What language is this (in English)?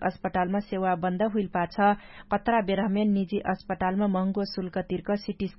Dangaura Tharu